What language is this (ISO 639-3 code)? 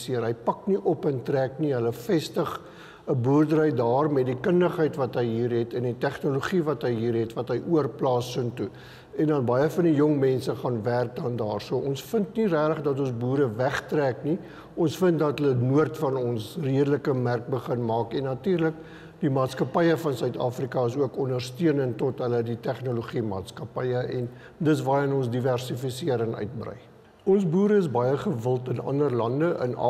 afr